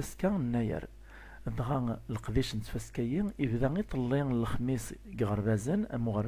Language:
Kabyle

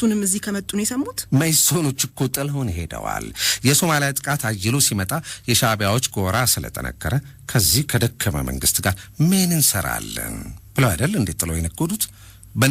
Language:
Amharic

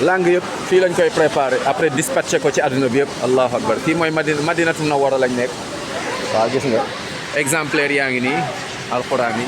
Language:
Wolof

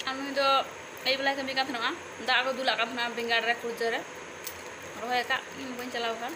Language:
Santali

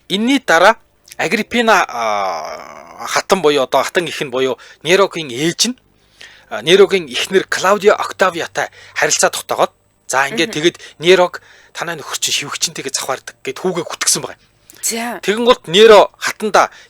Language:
Mongolian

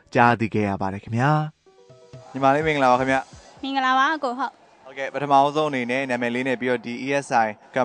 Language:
Burmese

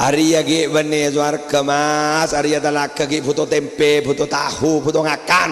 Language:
Madurese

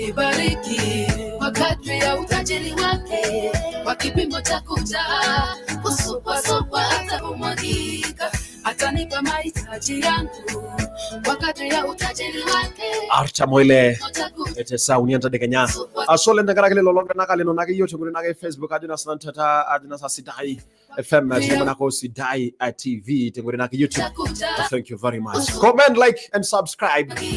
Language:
Masai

